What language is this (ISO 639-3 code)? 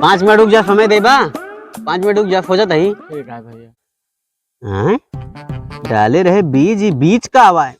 awa